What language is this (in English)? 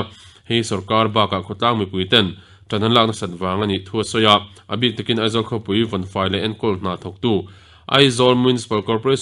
Mizo